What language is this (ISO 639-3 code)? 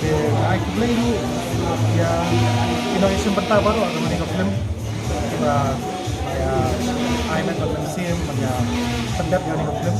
kha